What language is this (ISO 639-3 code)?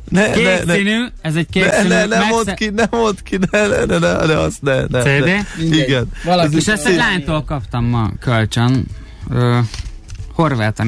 hun